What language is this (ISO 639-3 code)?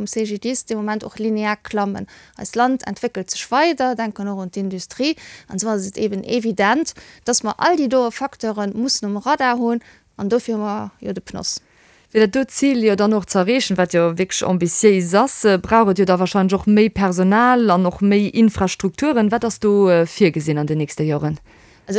ltz